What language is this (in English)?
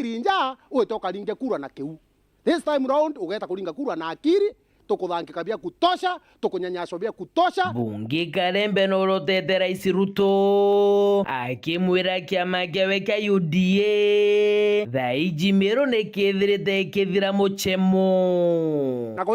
Meru